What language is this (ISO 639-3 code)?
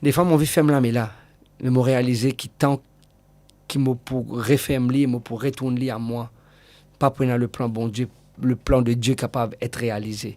mfe